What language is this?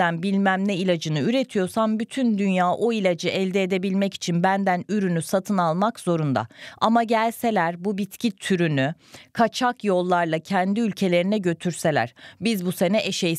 Turkish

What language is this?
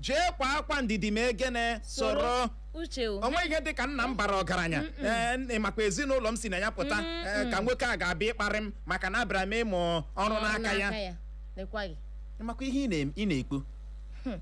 Igbo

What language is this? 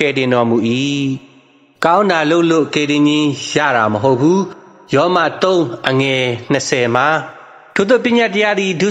Burmese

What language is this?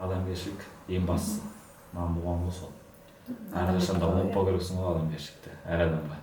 Kazakh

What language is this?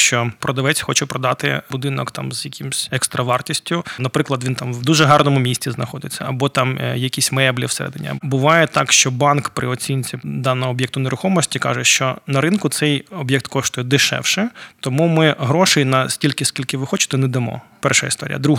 Ukrainian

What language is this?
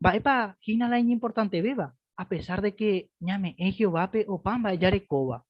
Guarani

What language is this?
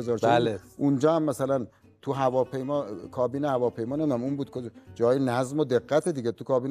Persian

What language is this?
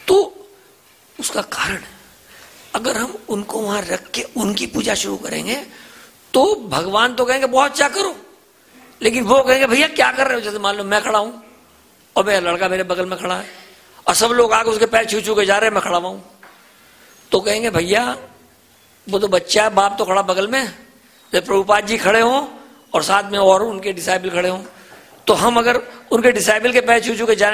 Hindi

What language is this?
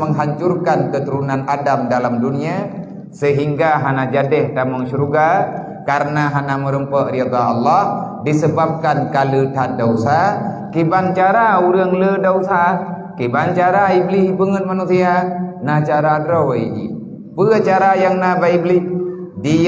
Achinese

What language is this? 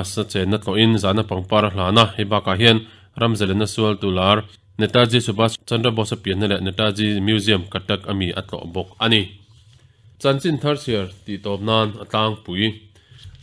Mizo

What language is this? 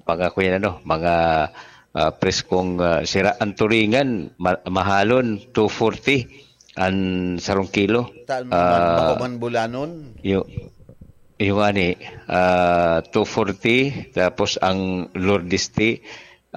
Bikol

